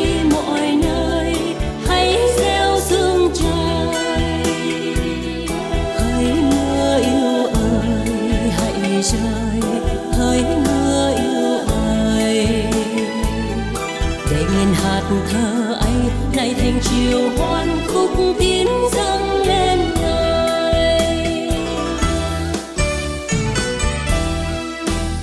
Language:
Vietnamese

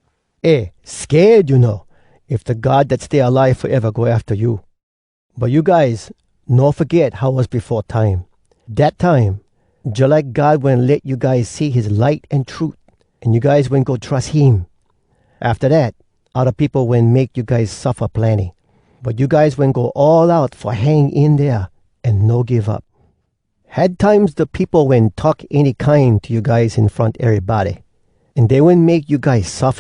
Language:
Hawai'i Creole English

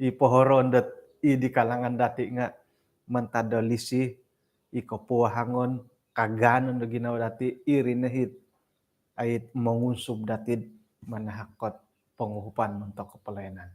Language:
Central Dusun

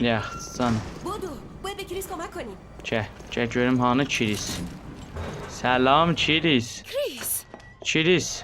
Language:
South Azerbaijani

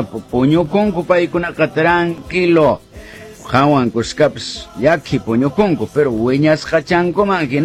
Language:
Quechua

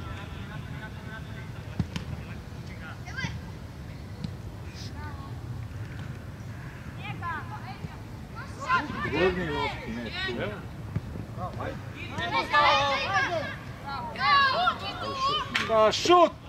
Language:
Croatian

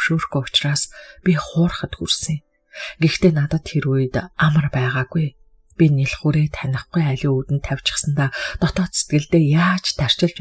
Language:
Mongolian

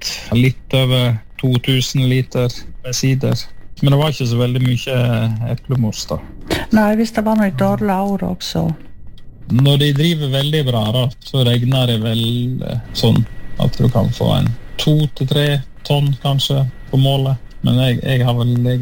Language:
Norwegian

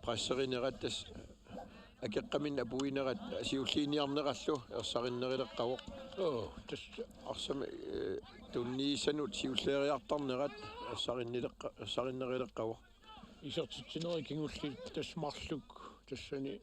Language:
Kalaallisut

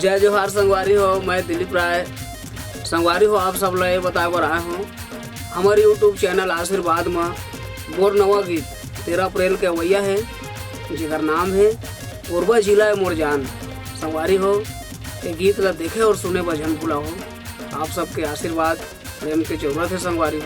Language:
Chhattisgarhi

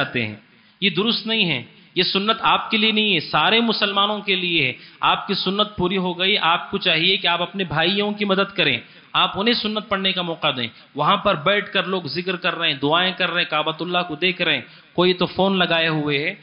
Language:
Urdu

